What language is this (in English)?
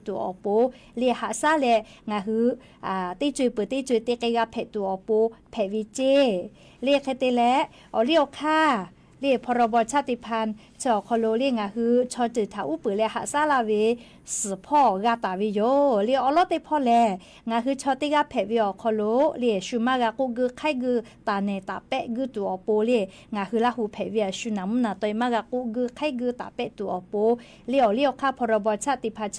Lahu